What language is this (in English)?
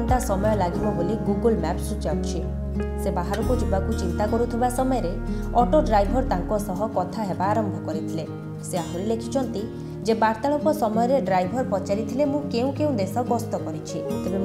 Odia